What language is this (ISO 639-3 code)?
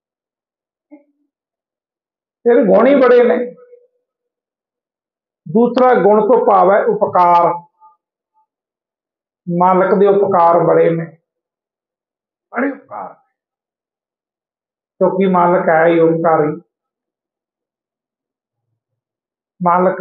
pan